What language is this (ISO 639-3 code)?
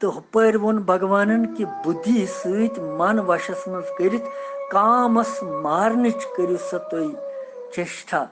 kas